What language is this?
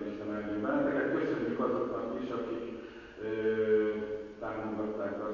Hungarian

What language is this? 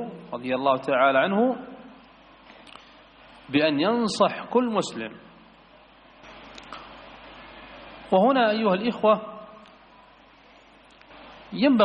Indonesian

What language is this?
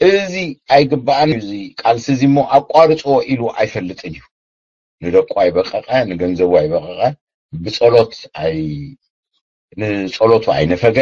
Tigrinya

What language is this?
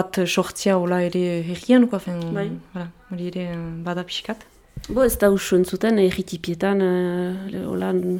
Basque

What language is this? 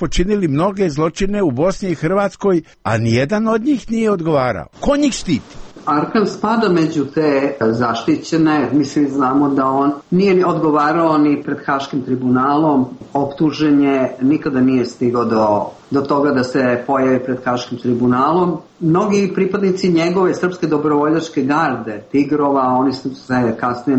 Serbian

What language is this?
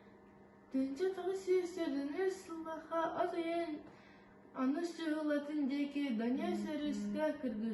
Yakut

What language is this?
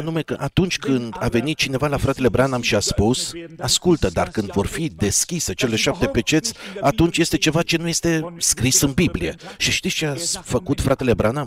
Romanian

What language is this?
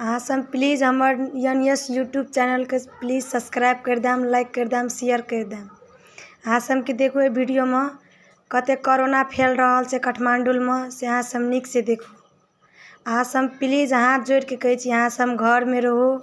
Maithili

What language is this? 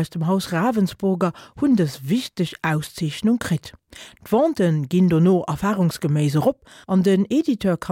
Luxembourgish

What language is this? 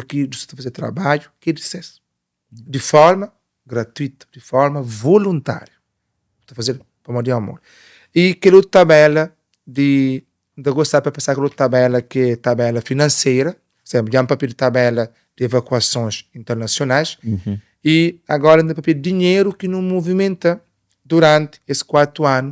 Kabuverdianu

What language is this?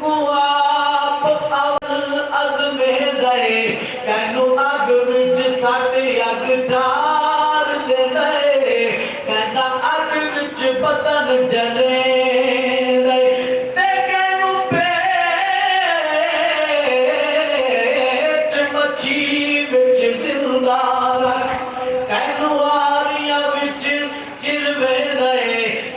Saraiki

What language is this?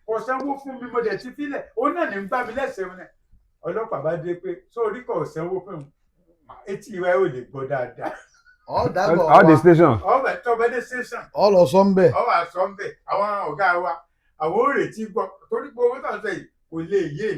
Yoruba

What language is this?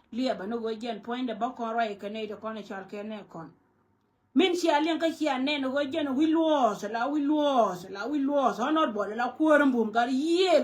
Nuer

